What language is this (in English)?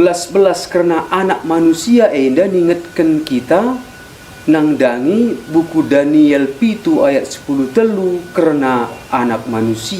Batak Karo